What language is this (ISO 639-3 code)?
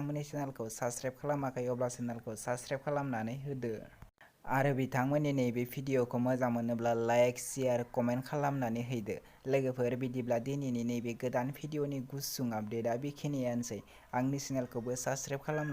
brx